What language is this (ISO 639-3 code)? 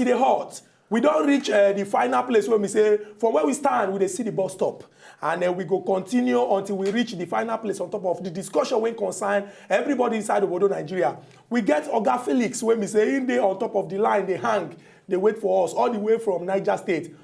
pcm